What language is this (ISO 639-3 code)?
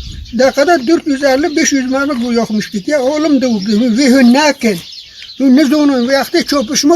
kur